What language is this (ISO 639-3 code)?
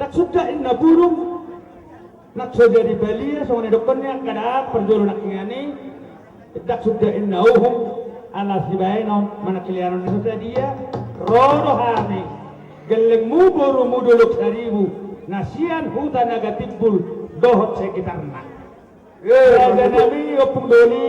bbc